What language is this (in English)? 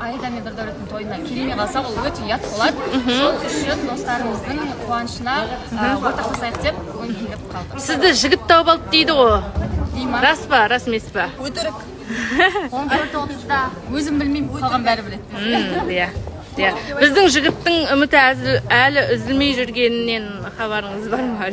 Kazakh